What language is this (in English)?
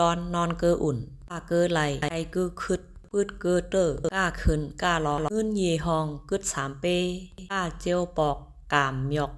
Shan